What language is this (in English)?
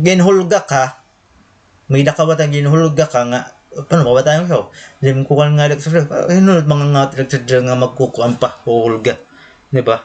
Waray